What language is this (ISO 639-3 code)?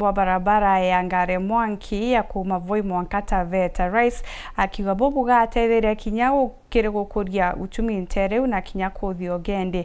mer